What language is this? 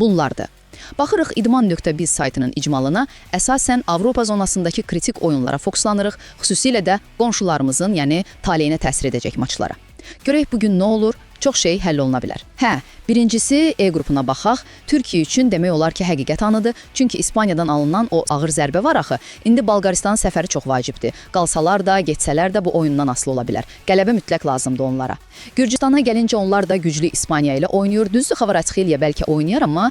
Azerbaijani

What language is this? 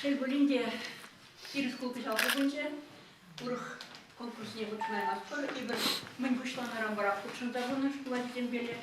Chuvash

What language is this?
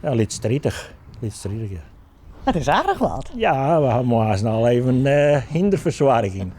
Western Frisian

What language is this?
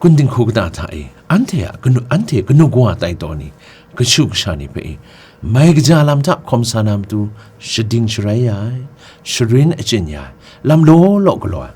Kachin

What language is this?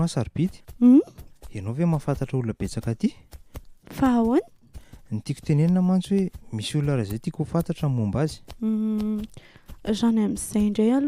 Malagasy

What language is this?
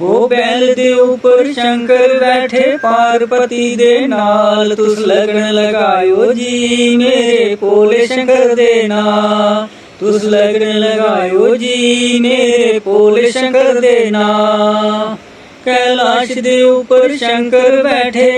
Dogri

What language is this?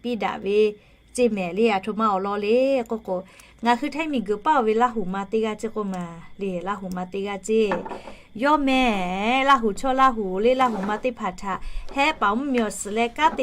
Lahu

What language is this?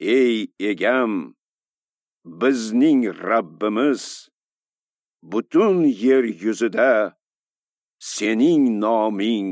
Uzbek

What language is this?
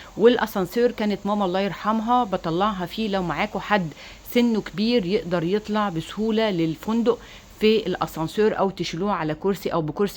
Egyptian Arabic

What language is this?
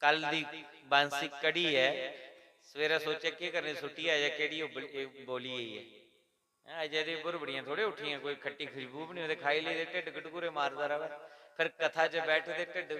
Dogri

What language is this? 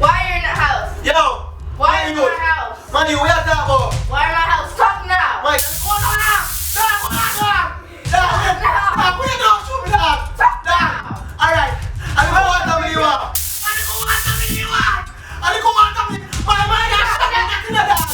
Jamaican Creole English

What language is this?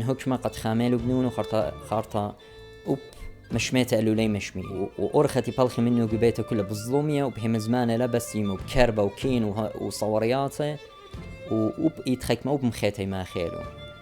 Assyrian Neo-Aramaic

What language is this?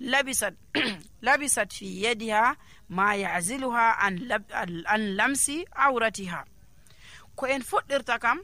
Nigerian Fulfulde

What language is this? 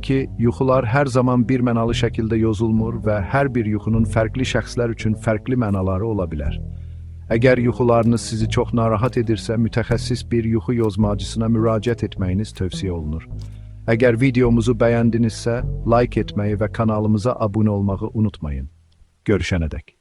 Azerbaijani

